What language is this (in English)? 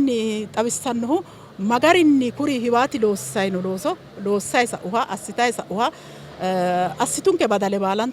Sidamo